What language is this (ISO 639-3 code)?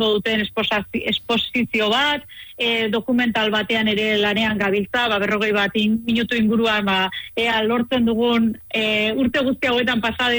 eus